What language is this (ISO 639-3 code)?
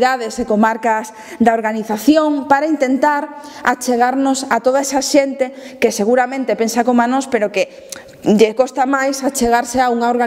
glg